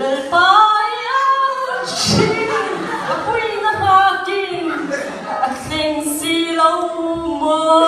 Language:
Mizo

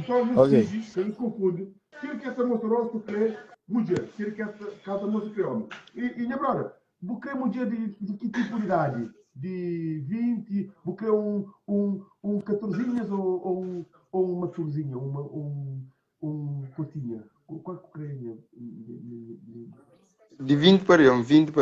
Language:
Kabuverdianu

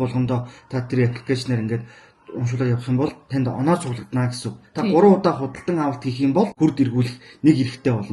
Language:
Mongolian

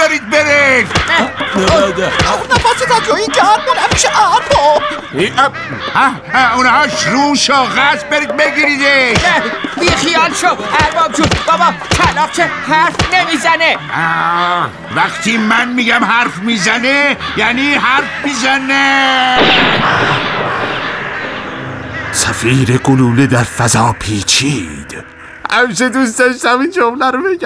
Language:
Persian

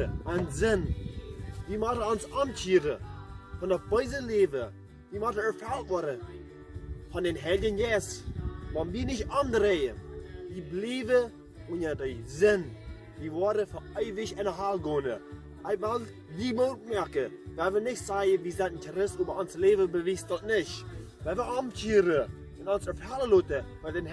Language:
Plautdietsch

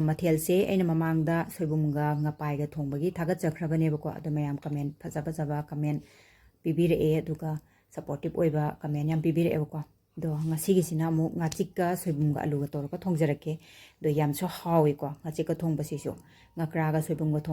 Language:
Manipuri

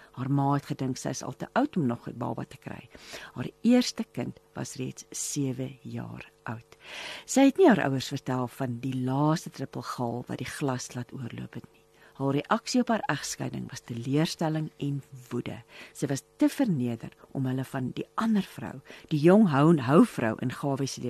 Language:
Afrikaans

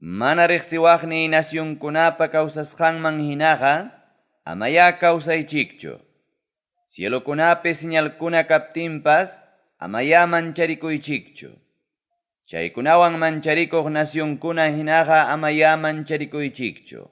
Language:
Ayacucho Quechua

